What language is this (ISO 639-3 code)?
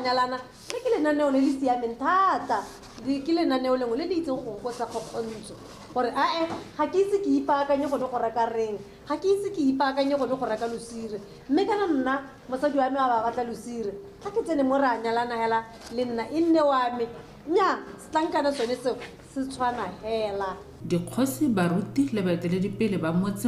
tsn